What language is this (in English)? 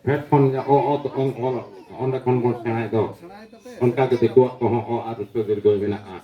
Santali